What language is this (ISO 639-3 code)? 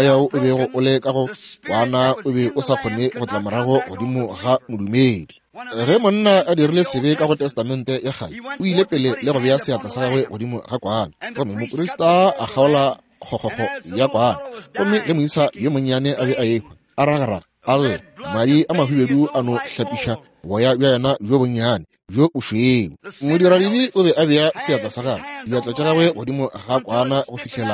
nso